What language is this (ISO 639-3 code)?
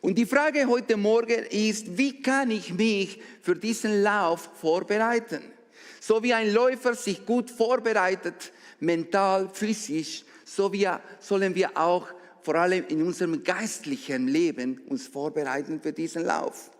gsw